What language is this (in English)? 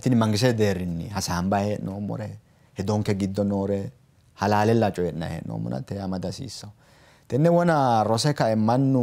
Sidamo